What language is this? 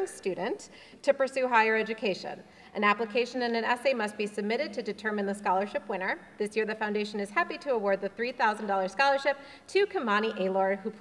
English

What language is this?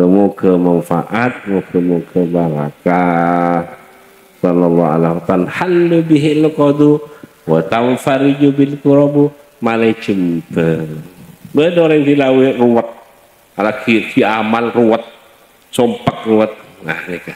Madurese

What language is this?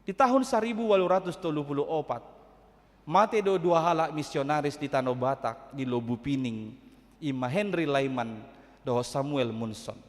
Batak Toba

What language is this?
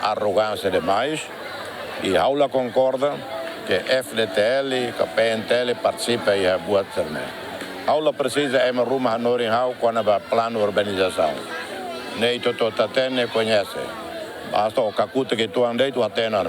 Tetum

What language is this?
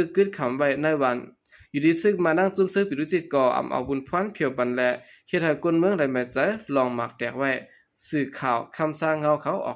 Shan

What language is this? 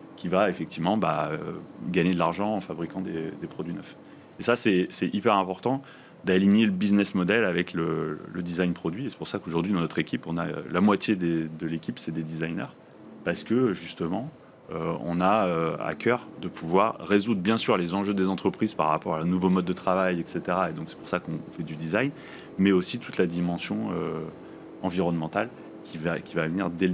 French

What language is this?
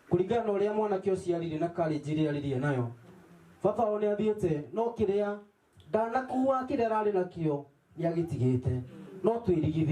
Kikuyu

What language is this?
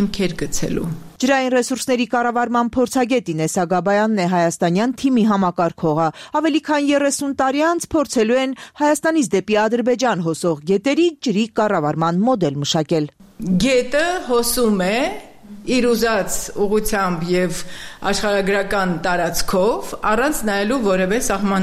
Armenian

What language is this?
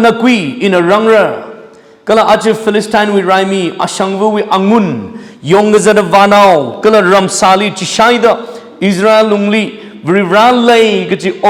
Tangkhul Naga (India)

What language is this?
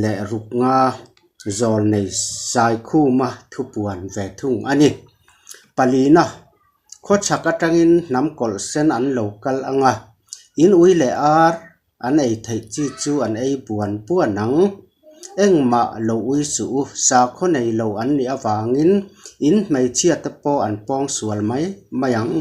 Mizo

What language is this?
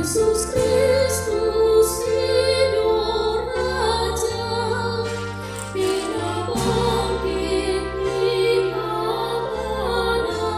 Batak Toba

